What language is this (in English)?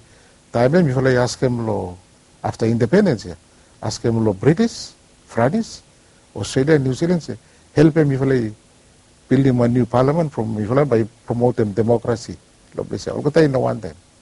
Bislama